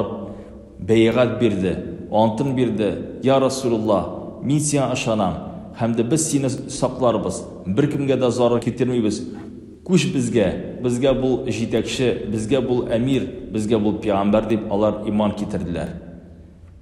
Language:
Tatar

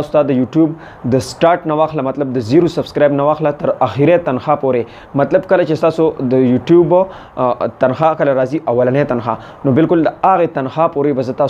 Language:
Pashto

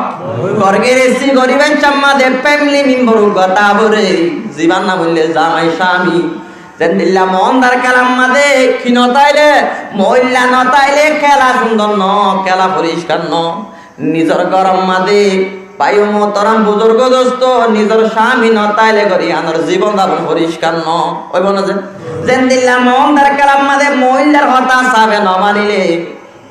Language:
Rohingya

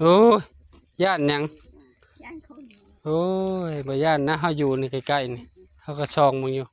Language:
Northeastern Thai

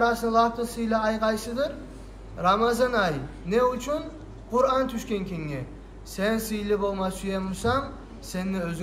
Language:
Kumyk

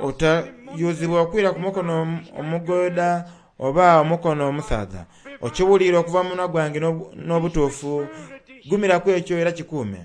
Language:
Soga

